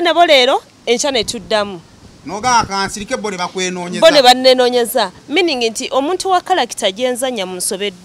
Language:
Ganda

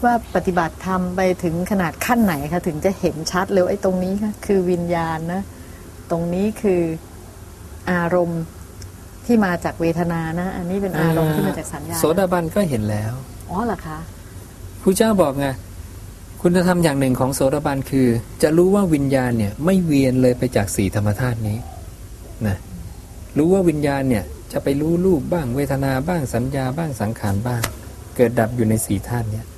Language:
Thai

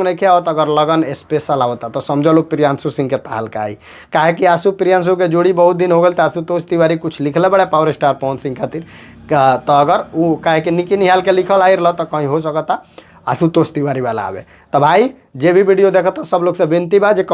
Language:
Bhojpuri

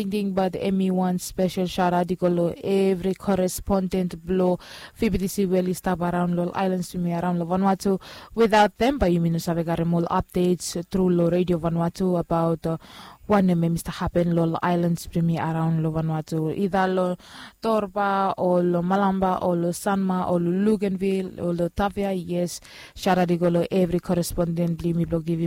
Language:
Bislama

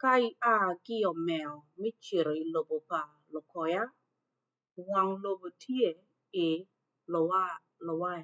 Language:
Acoli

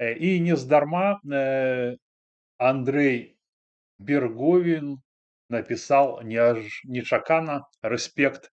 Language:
Belarusian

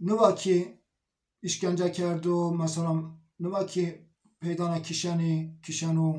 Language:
Zaza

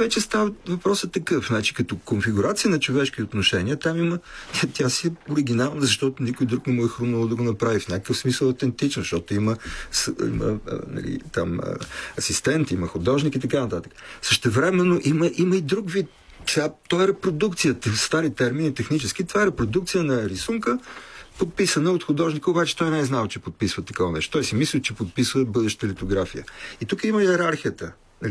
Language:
Bulgarian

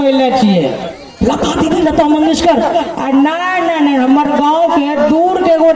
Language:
Angika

